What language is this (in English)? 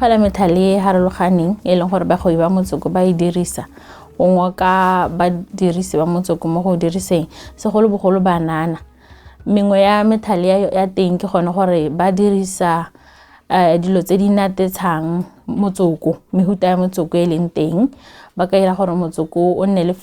Tswana